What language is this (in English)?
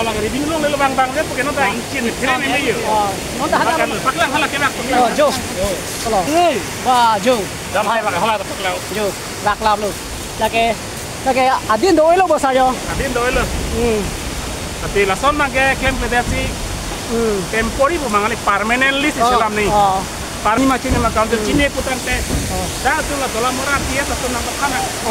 Karbi